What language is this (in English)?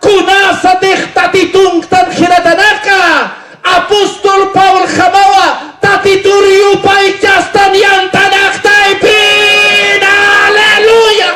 Aymara